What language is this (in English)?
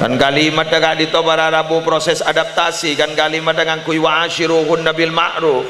Madurese